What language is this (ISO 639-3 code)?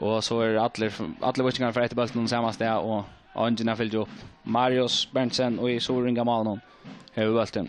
fao